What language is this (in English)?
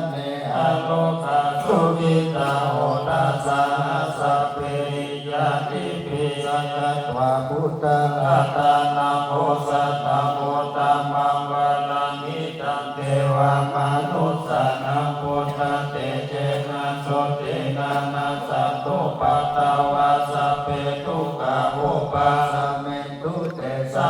Pali